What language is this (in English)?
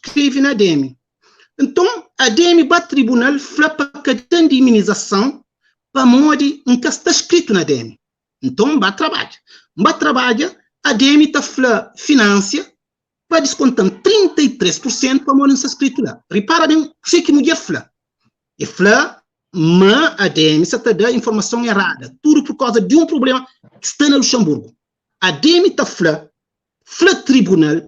Kabuverdianu